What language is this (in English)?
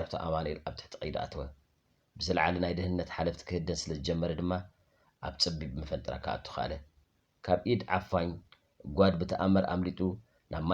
Tigrinya